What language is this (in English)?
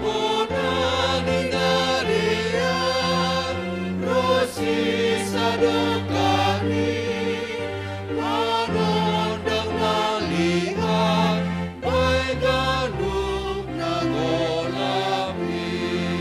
Batak Simalungun